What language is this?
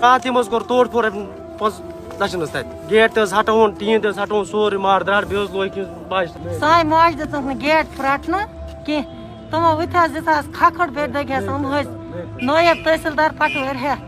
Kashmiri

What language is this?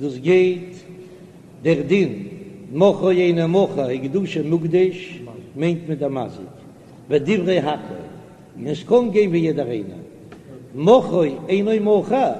Yiddish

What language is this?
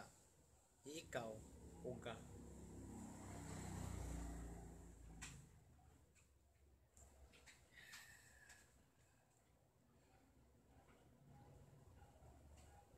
Filipino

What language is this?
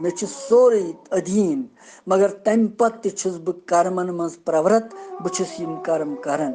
Kashmiri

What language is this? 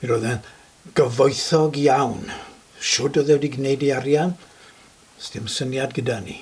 Welsh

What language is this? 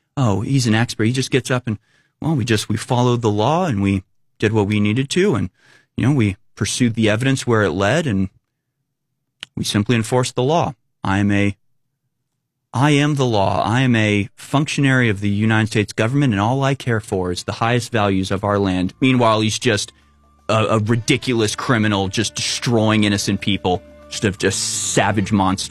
English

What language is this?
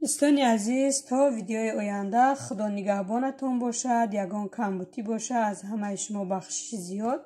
Tajik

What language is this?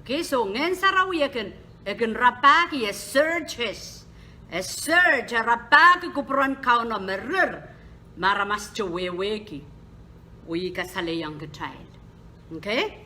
Pohnpeian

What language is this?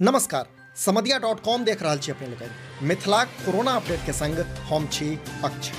Maithili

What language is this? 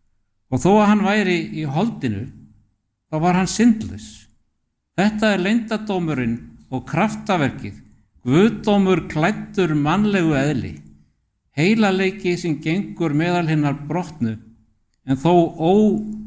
Icelandic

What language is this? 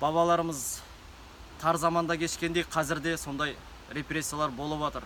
Kazakh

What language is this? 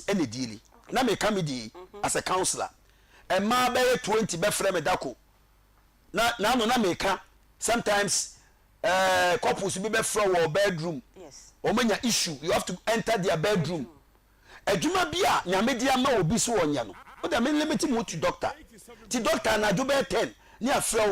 Akan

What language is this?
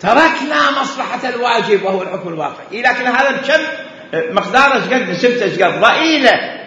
Mesopotamian Arabic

